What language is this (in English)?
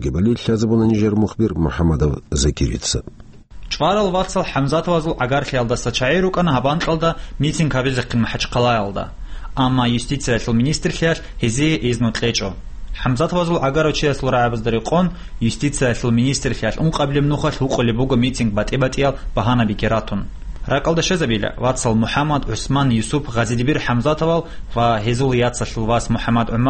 Avaric